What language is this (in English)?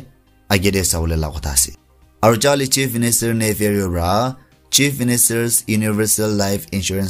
Naga Pidgin